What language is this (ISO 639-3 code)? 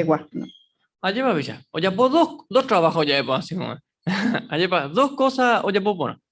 grn